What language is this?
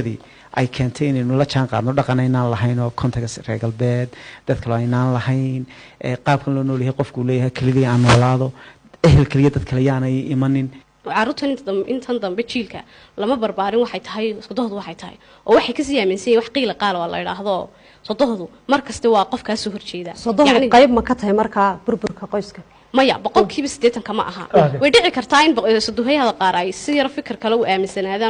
Somali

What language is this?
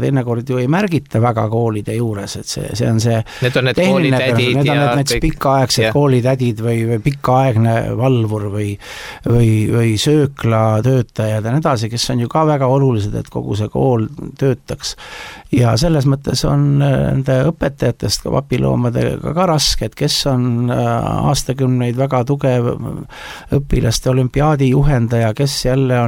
Estonian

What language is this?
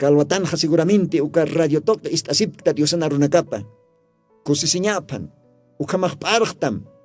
Aymara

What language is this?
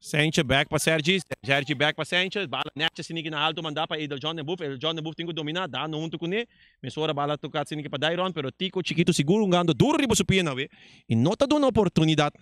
Papiamento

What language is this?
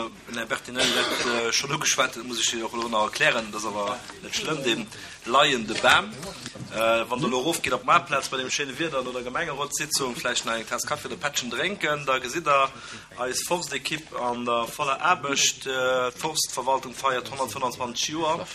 Luxembourgish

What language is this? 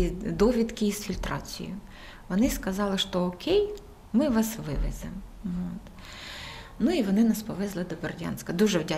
Ukrainian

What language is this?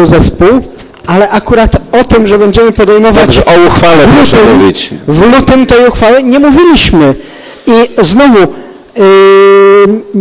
Polish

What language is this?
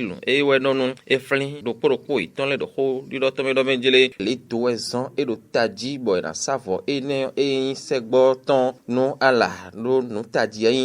Fon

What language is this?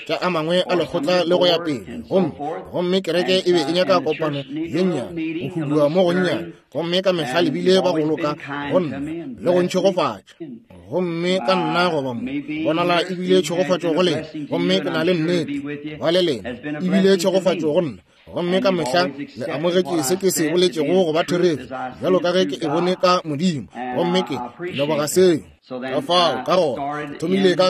Northern Sotho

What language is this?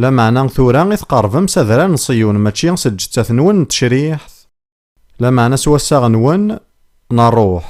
Kabyle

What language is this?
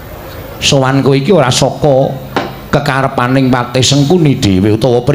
Javanese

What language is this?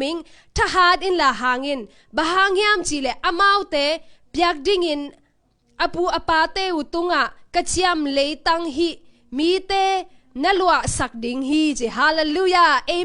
Tedim Chin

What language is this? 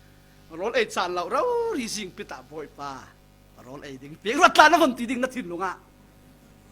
Falam Chin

